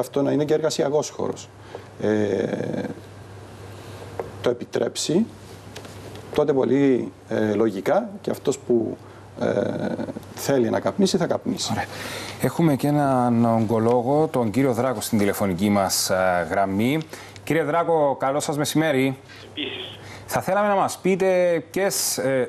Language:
Greek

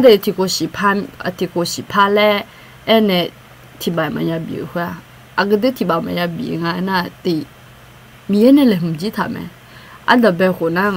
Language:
Akha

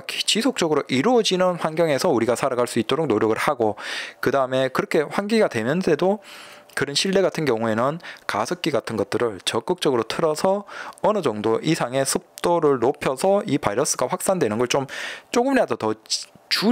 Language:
Korean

